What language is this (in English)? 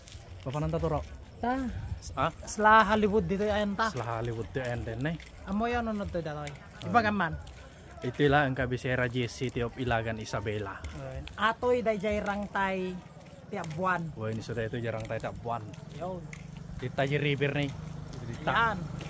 Iloko